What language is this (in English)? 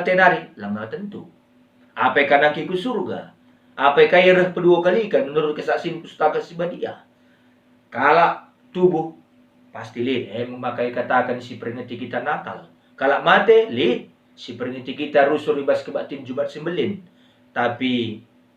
Batak Karo